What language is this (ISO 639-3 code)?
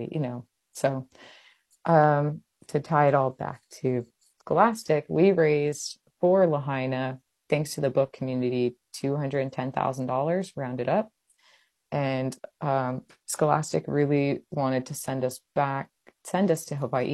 eng